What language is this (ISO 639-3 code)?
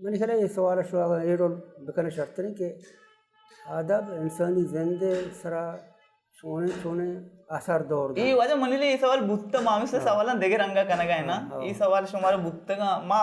bal